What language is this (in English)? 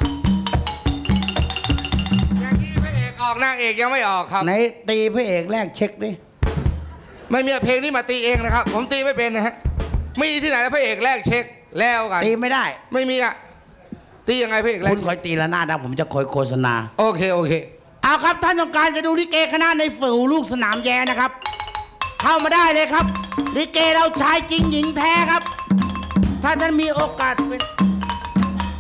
Thai